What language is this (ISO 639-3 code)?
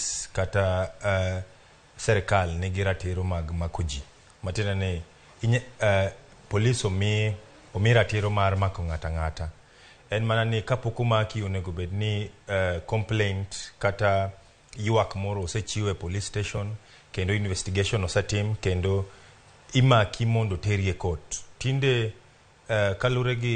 luo